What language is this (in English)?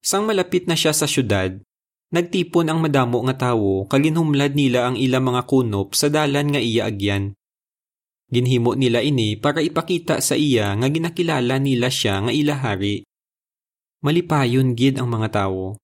Hiligaynon